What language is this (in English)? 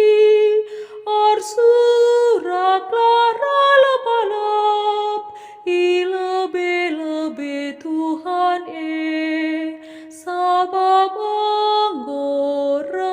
Batak Karo